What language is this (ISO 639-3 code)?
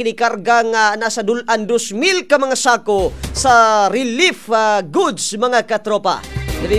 ceb